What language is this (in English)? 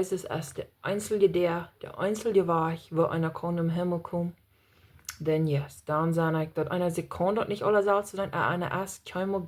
Plautdietsch